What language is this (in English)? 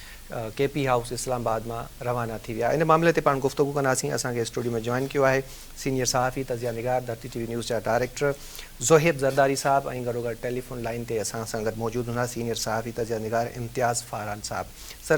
Sindhi